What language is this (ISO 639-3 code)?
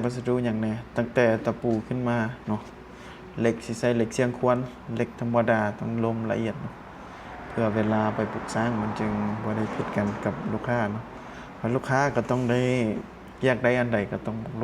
lao